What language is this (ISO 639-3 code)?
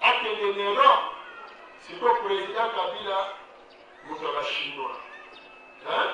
lin